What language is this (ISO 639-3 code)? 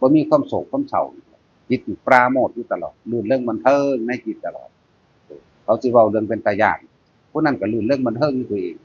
tts